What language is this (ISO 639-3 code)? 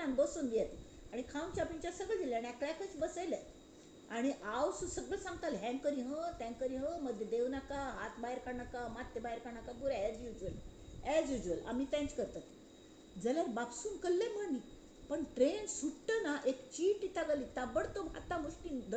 kok